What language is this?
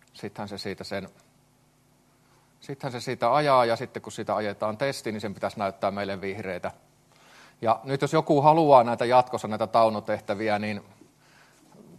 Finnish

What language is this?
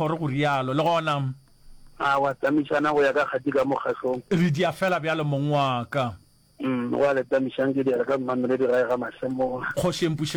Northern Sotho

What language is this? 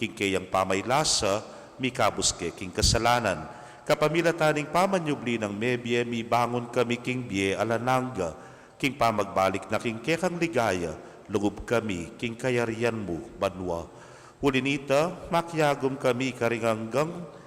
Pampanga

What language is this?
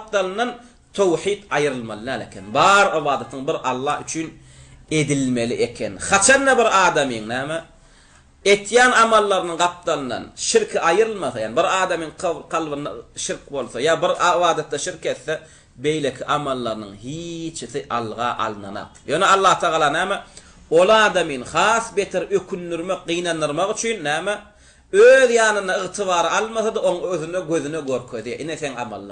Turkmen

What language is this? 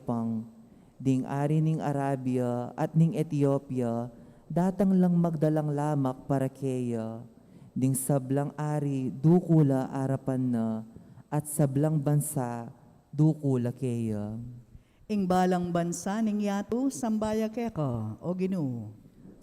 Pampanga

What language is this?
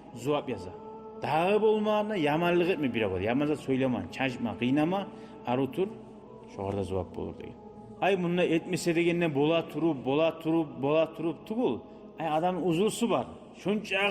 Kumyk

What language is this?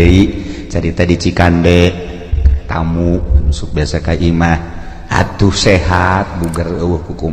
Sundanese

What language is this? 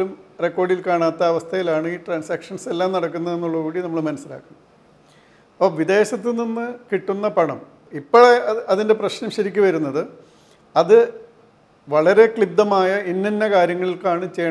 Malayalam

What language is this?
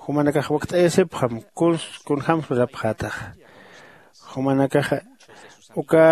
Aymara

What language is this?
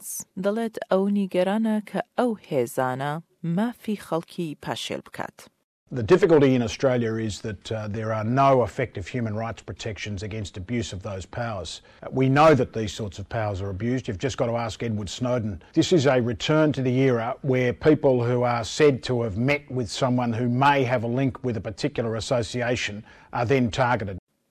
Central Kurdish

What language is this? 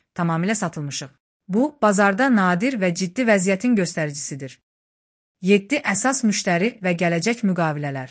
Azerbaijani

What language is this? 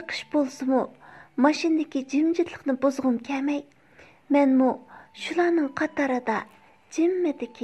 Uyghur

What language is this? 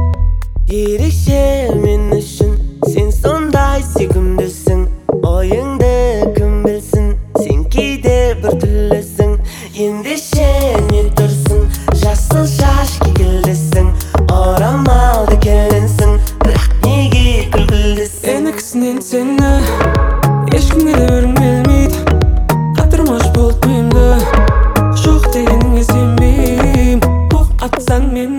Kazakh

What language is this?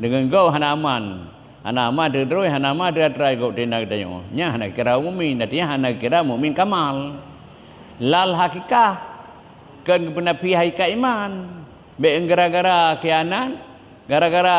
Achinese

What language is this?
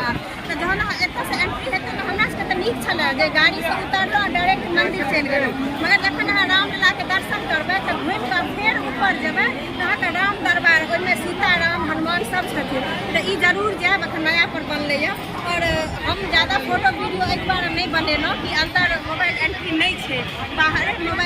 Maithili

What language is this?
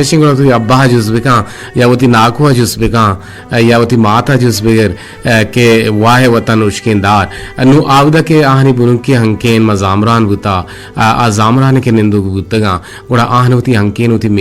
Eastern Balochi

